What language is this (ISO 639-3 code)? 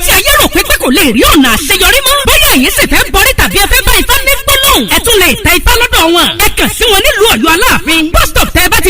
yor